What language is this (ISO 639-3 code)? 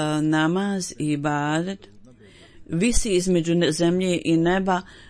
bos